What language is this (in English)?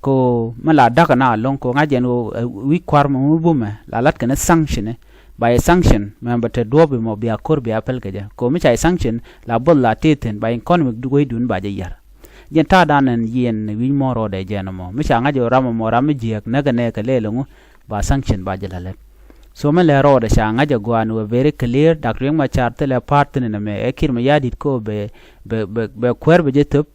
Nuer